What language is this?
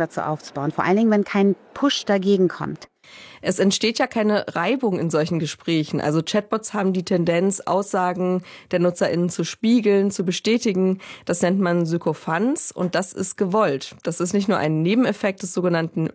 German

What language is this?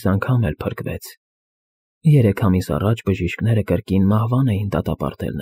Armenian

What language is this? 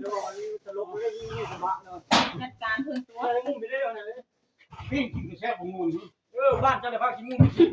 Northeastern Thai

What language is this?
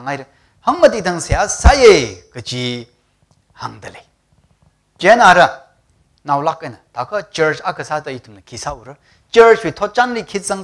Tangkhul Naga (India)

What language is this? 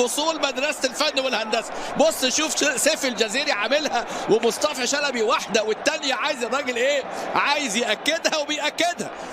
Egyptian Arabic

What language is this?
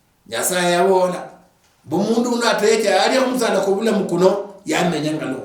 Luyia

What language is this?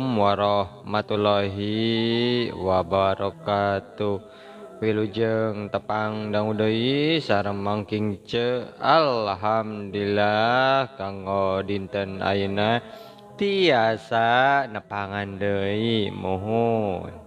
Sundanese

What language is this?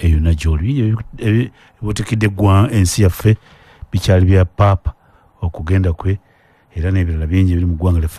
Ganda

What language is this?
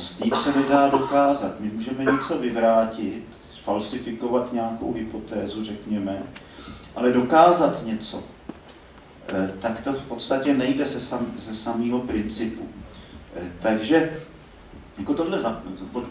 Czech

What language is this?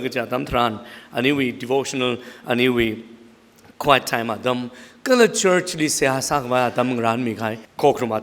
Tangkhul Naga (India)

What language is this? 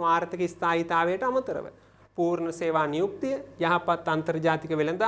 Sinhala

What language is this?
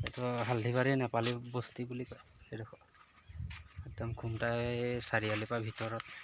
Assamese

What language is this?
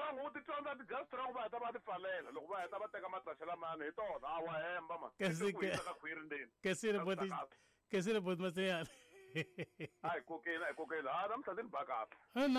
Tsonga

